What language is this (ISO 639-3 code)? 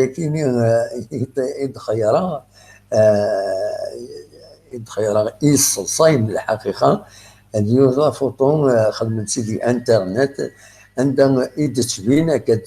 kab